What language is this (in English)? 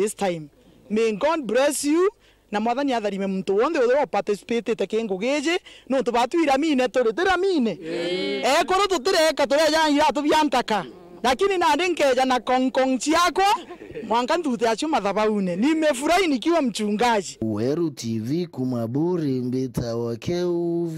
Meru